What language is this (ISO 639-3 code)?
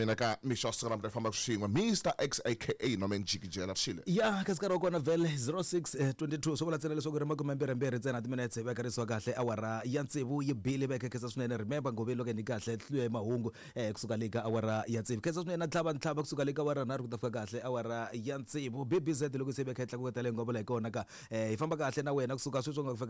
tso